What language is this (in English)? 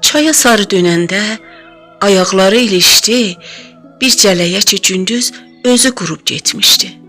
South Azerbaijani